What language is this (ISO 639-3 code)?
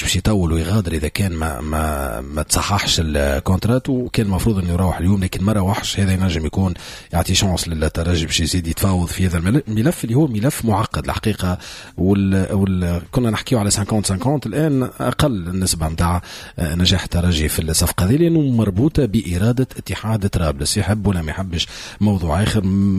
aeb